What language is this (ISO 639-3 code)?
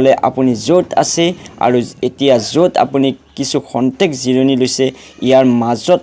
asm